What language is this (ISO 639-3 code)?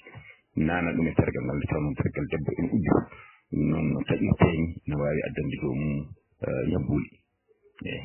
ful